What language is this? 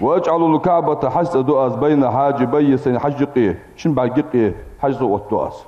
Ingush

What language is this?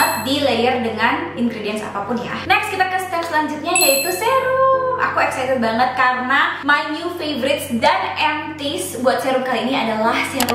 Indonesian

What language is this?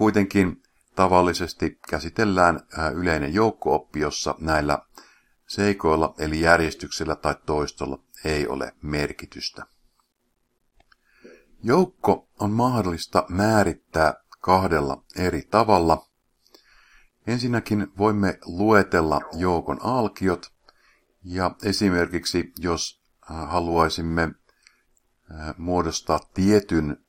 Finnish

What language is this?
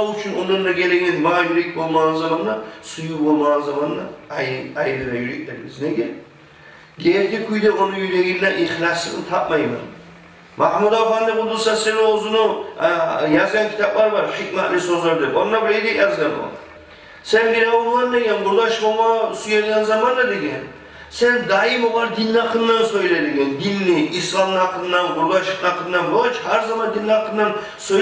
Kumyk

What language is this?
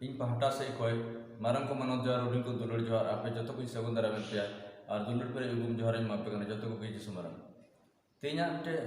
Santali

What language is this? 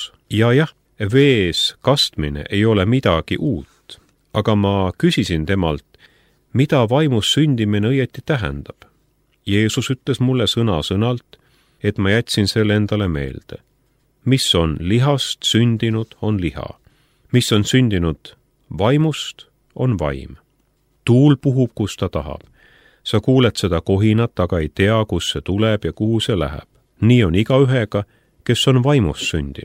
Estonian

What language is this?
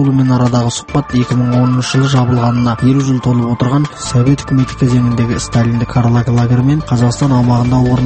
Kazakh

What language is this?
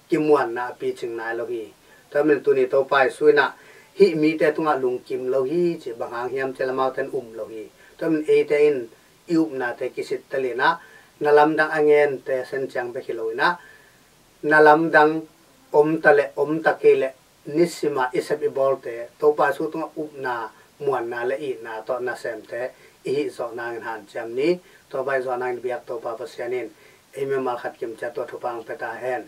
Tedim Chin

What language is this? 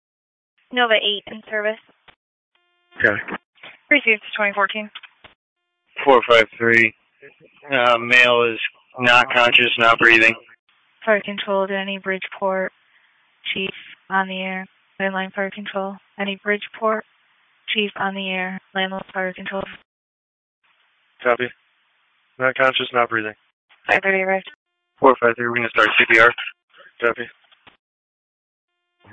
English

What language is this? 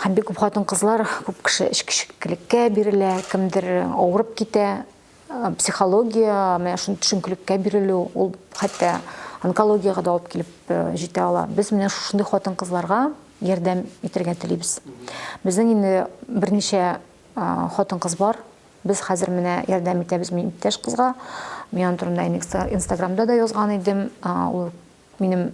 Tatar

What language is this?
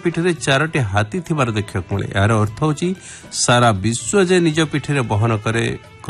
Odia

